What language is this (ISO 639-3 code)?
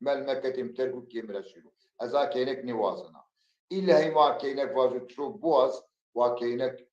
zza